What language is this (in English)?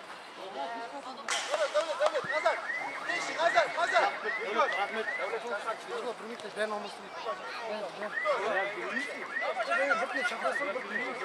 Kazakh